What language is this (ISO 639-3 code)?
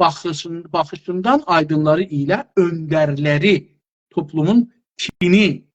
azb